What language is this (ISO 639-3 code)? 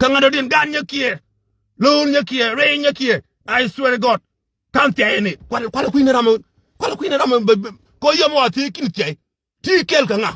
nus